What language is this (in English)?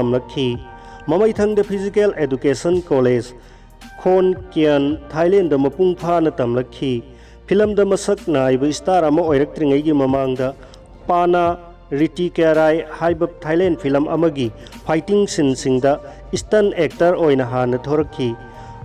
Manipuri